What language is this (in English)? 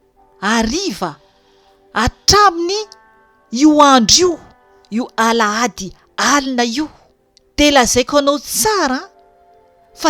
Malagasy